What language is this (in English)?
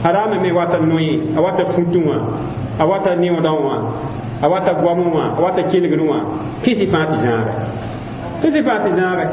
Mossi